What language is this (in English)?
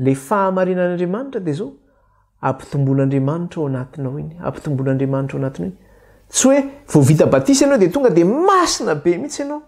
Malagasy